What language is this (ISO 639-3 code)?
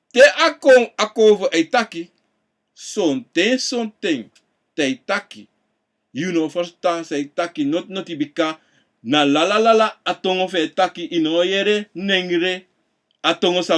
srn